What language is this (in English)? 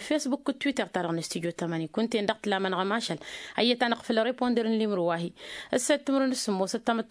Tamasheq